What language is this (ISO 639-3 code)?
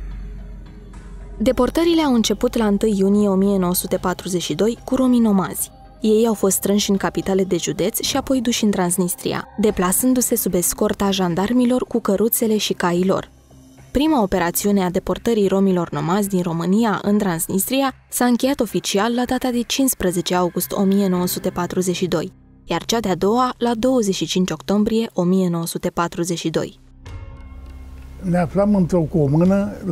ron